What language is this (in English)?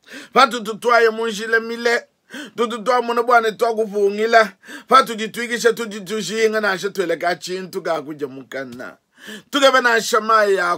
Luba-Lulua